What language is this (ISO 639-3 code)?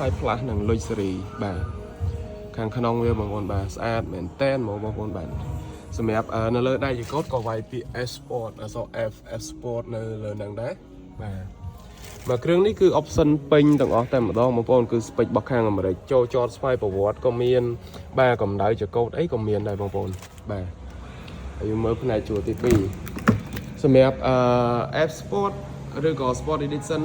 khm